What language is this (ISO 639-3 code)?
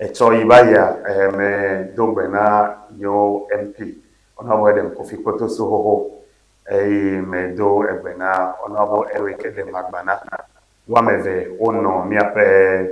ewe